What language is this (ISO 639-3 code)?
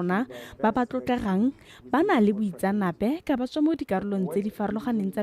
tsn